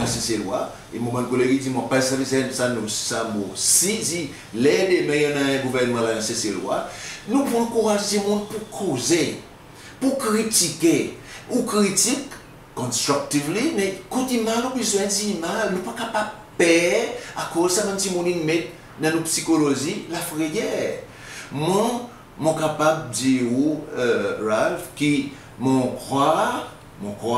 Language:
Seselwa Creole French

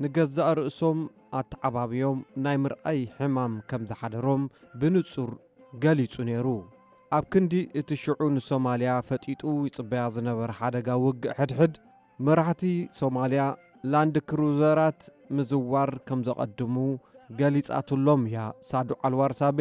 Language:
Tigrinya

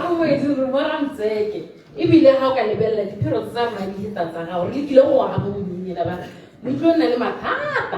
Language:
Tswana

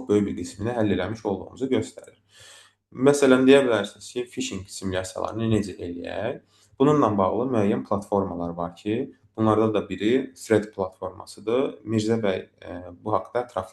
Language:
Azerbaijani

